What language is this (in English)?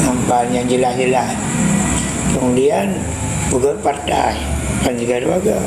Achinese